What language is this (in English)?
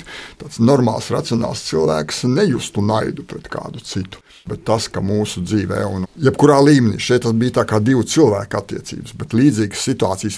Latvian